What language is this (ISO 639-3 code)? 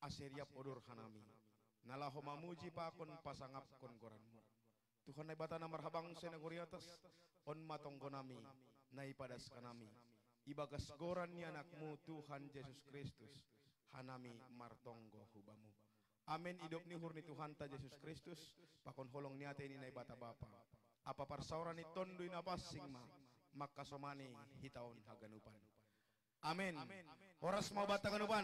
bts